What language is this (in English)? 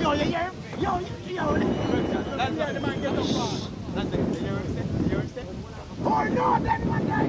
Jamaican Creole English